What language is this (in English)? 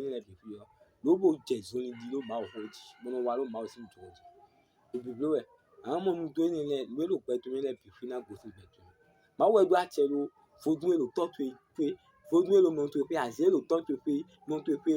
Fon